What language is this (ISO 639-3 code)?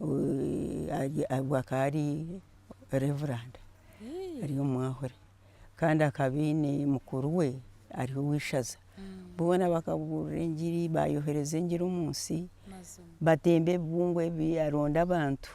nyn